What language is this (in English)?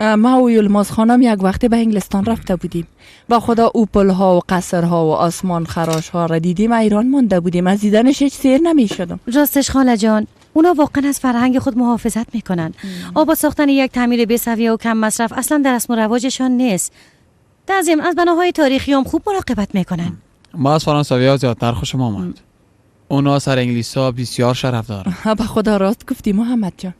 Persian